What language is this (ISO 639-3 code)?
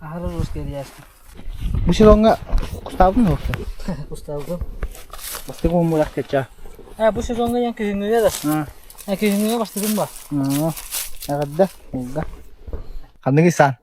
sah